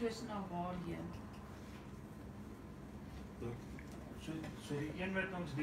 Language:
Afrikaans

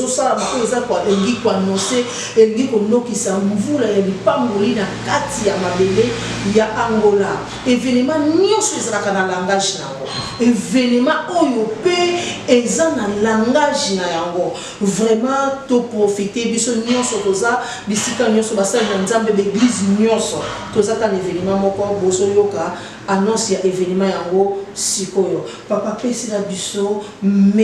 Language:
Lingala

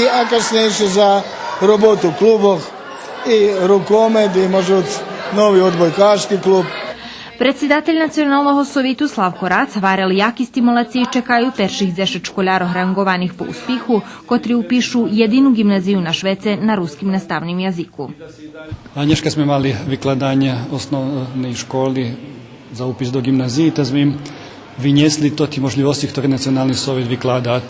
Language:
Rusyn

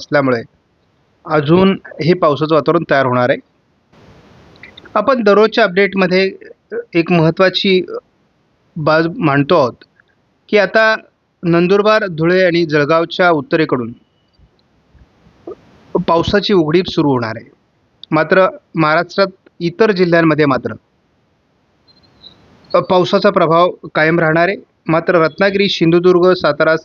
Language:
Marathi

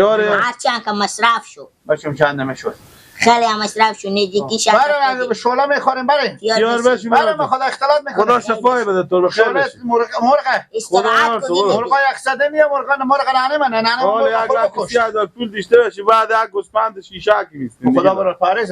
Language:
Persian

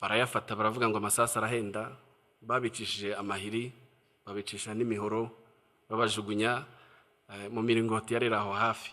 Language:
Kinyarwanda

